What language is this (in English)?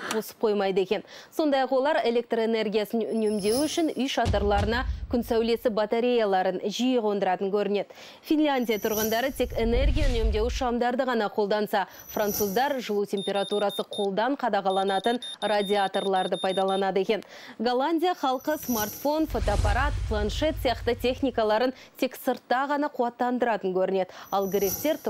Kazakh